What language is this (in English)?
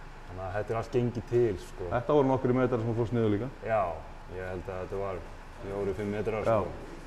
Icelandic